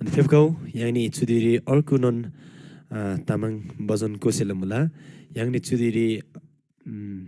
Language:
Eastern Tamang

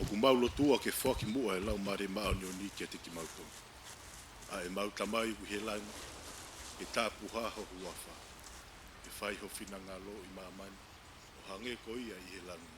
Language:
Tongan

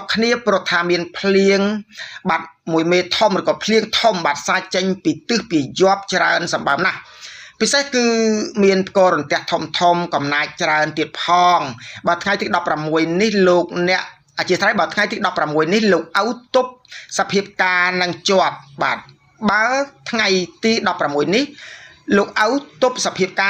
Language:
Khmer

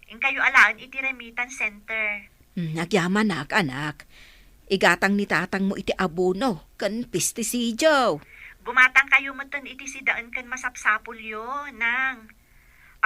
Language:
Iloko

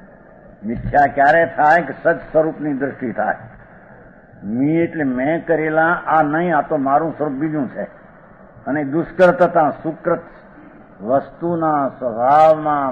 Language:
Gujarati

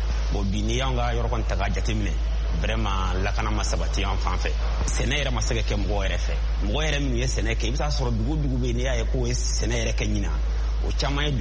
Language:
Bambara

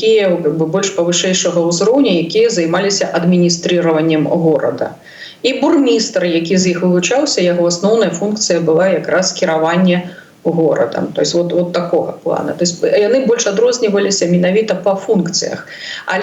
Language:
Belarusian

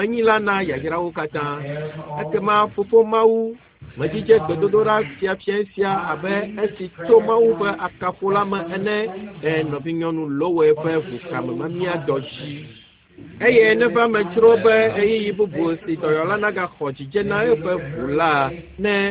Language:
Ewe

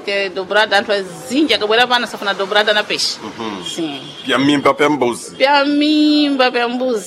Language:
Sena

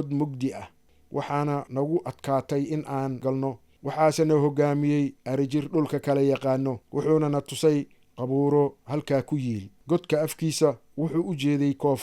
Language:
Somali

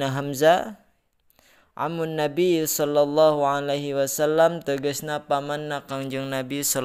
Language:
Sundanese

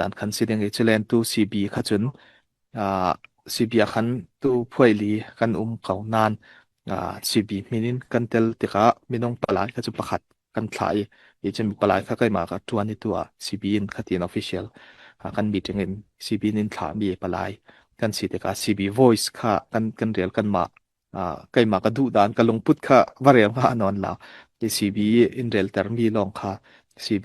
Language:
Falam Chin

